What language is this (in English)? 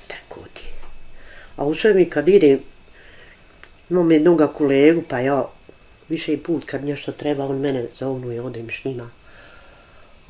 Bosnian